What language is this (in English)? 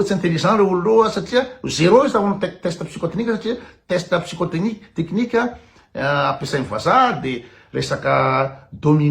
Malagasy